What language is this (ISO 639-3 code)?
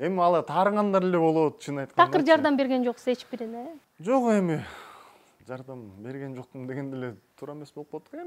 kir